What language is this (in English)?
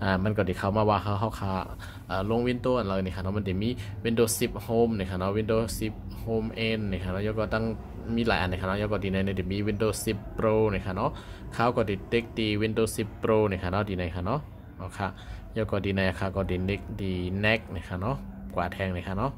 Shan